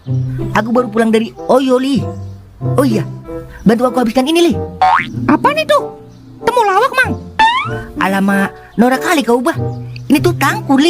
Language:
Betawi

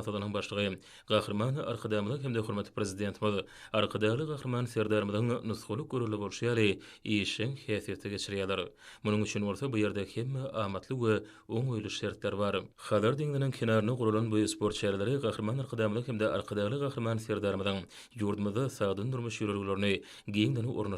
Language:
Turkmen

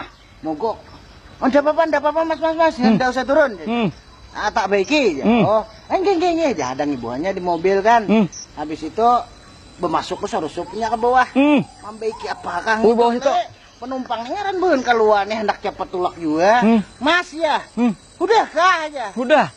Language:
Banjar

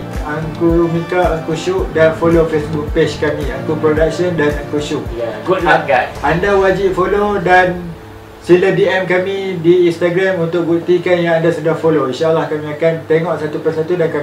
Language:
Malay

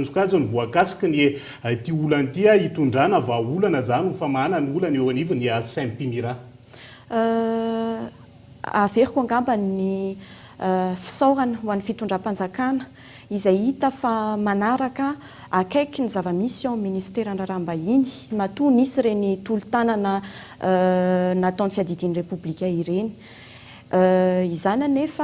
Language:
Malagasy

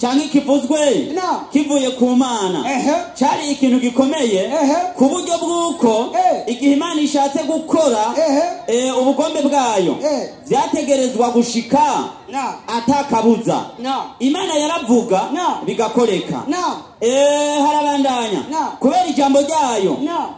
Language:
Rundi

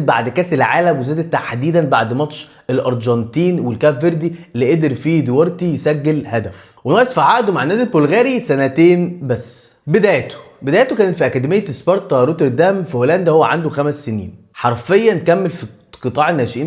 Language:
Egyptian Arabic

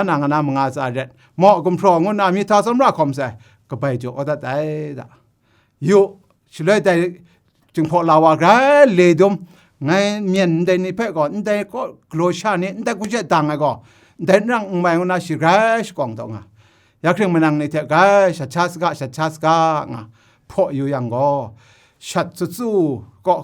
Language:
Kachin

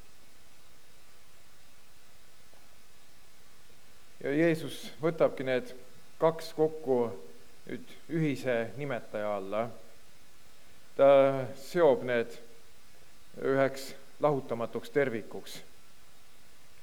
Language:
Estonian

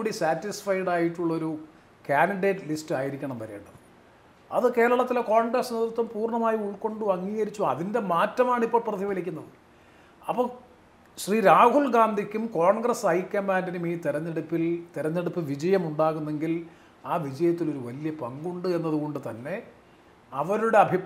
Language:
Malayalam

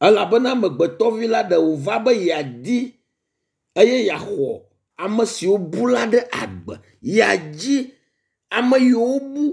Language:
Ewe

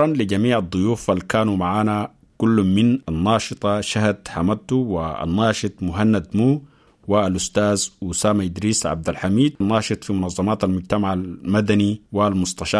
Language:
Sudanese Arabic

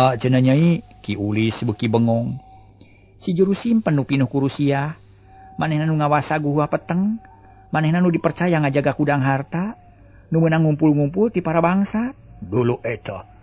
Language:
Sundanese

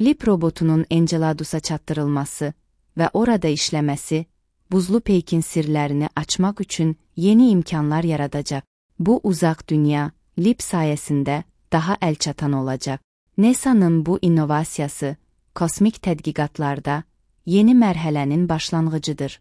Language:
Azerbaijani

